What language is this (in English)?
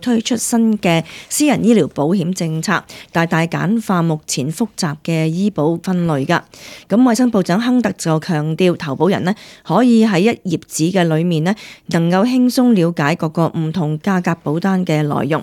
Cantonese